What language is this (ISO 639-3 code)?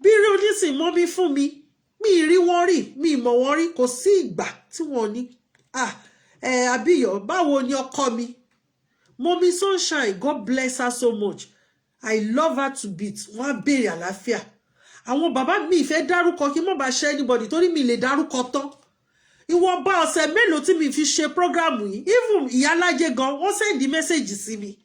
yor